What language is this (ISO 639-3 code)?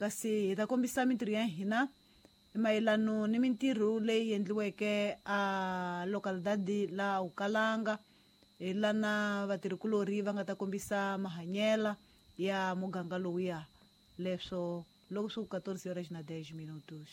tso